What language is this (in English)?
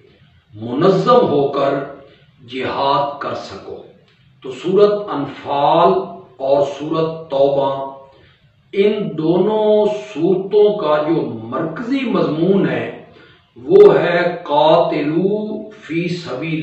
Urdu